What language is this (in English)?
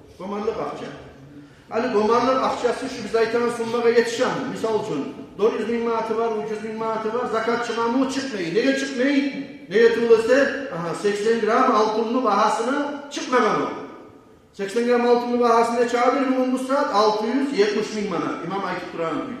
Kumyk